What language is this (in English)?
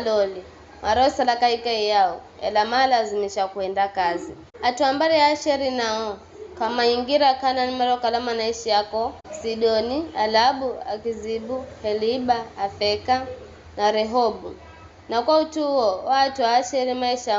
Giryama